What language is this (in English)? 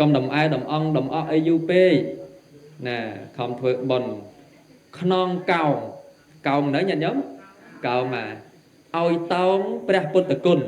Khmer